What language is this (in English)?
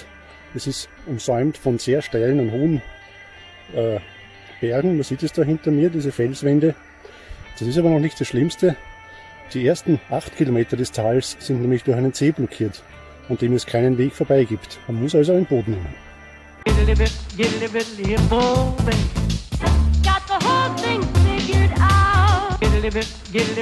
German